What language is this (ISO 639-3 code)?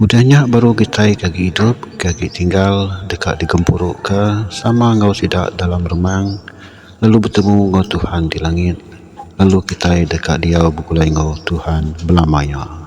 iba